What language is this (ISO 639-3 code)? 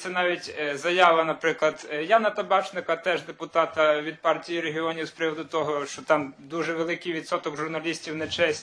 ukr